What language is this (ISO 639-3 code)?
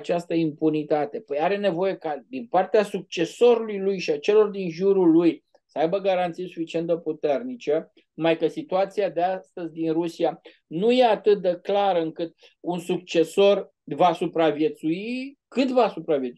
ron